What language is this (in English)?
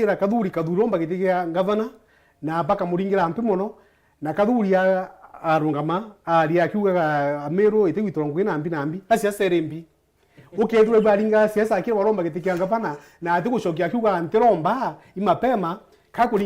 Meru